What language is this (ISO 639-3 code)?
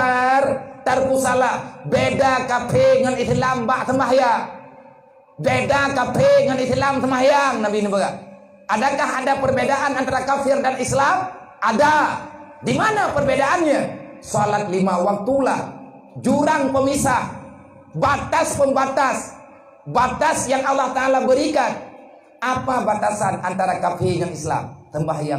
ace